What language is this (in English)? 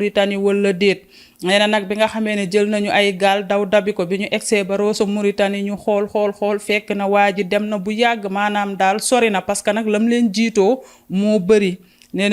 Wolof